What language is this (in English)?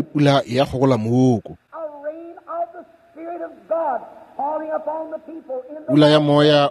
Northern Sotho